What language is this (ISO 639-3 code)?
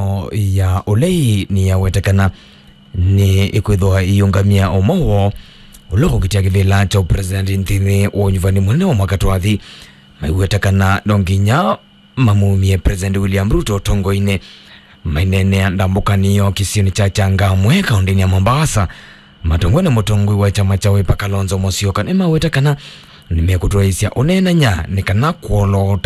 kam